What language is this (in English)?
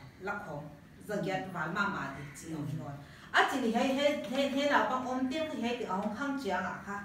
Paite Chin